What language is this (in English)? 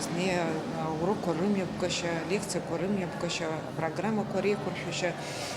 Abkhazian